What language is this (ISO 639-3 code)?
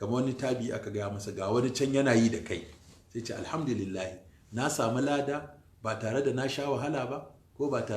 hau